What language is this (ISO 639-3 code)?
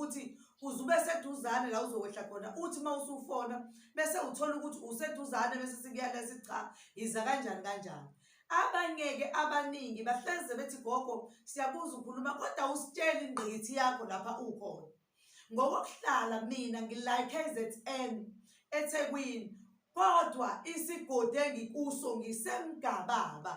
zul